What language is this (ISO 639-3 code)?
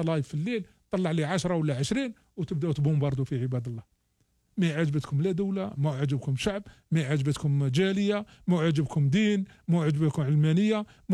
arq